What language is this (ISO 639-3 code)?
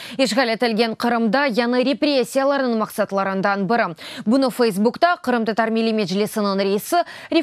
crh